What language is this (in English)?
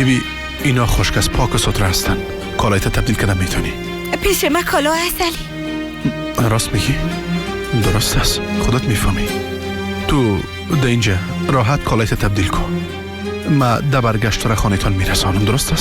Persian